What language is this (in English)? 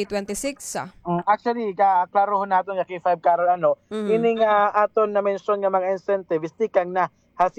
Waray